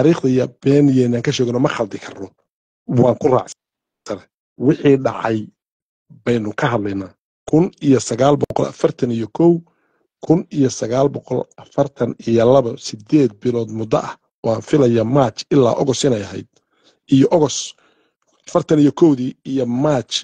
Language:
Somali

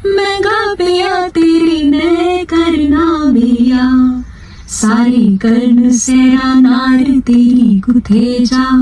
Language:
Dogri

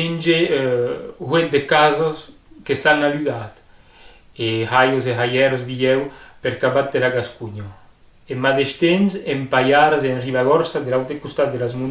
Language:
Occitan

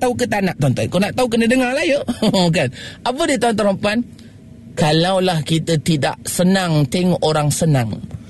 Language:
Malay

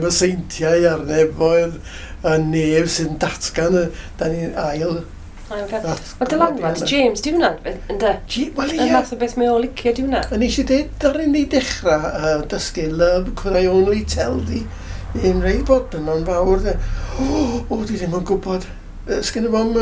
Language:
Welsh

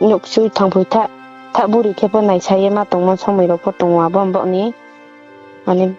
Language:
Riang (India)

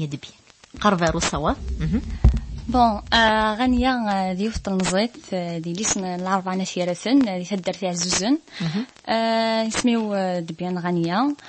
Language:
Kabyle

